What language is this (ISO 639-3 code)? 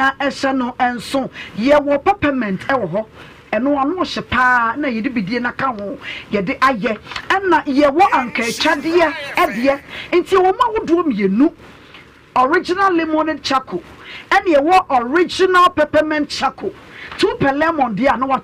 aka